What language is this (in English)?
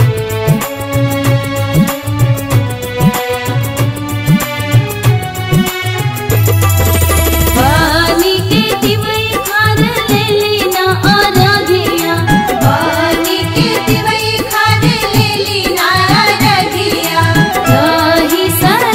Bhojpuri